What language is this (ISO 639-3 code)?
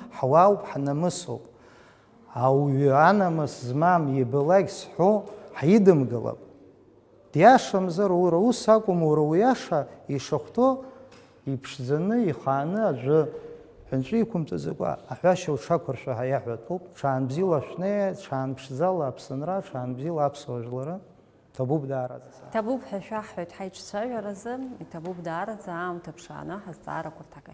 abk